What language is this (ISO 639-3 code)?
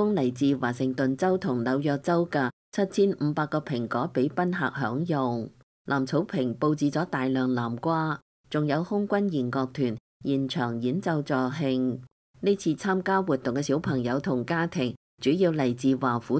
yue